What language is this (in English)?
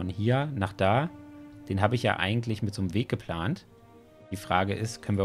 German